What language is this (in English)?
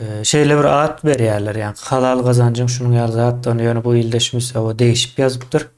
Turkmen